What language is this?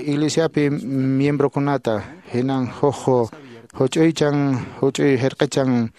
Quechua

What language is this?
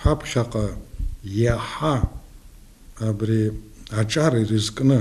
Abkhazian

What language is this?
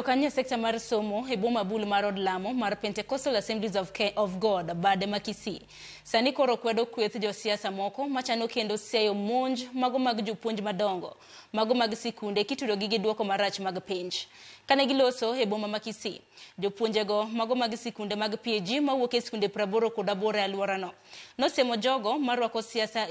Luo (Kenya and Tanzania)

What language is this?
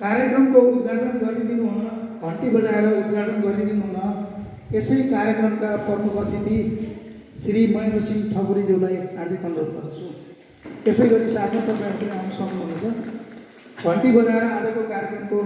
Nepali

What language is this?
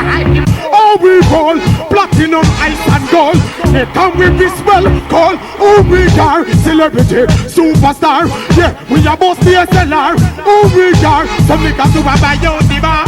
Jamaican Creole English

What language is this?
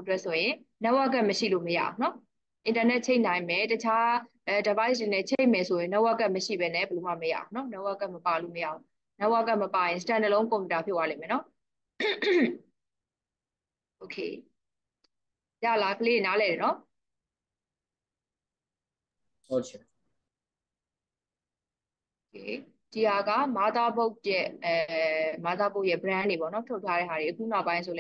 Burmese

